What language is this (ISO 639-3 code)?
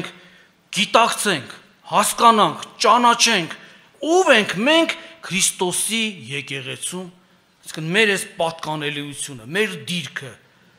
hye